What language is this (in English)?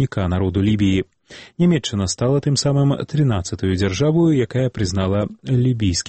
Belarusian